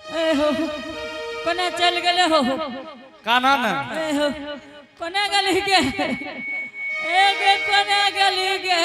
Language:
Angika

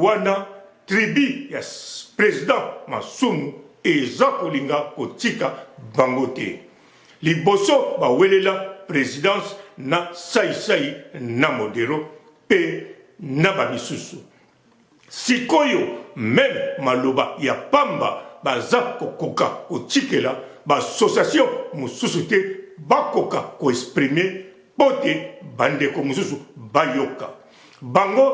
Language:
Lingala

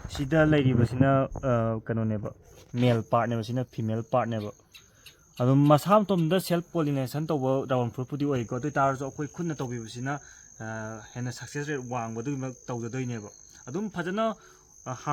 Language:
Manipuri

